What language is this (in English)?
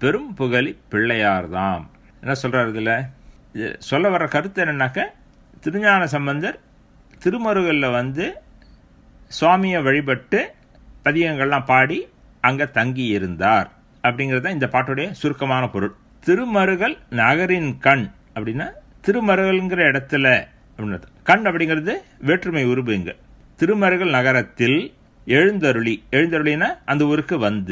Tamil